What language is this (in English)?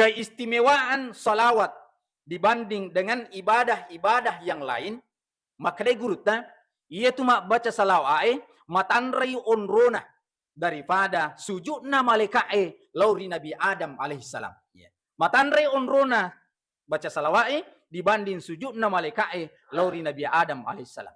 Buginese